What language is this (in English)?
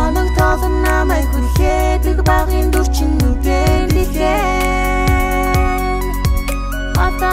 Mongolian